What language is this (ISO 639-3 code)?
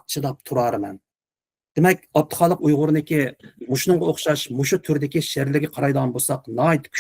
uig